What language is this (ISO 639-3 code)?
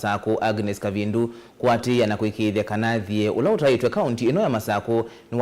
kam